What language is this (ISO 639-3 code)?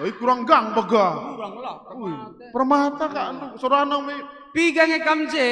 btx